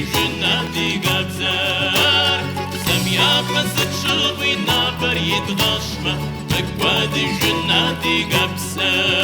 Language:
Kabardian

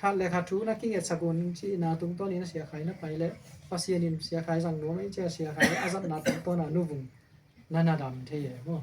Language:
Tedim Chin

